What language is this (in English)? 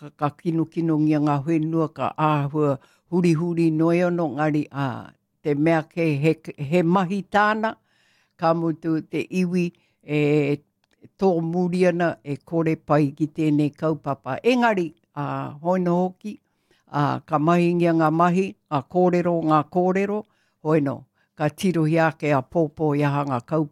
Māori